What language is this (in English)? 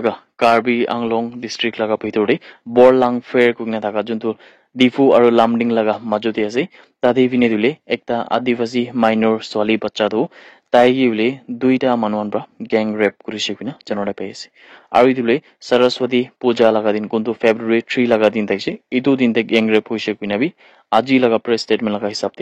Naga Pidgin